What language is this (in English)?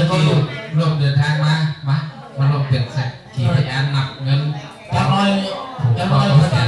Northeastern Thai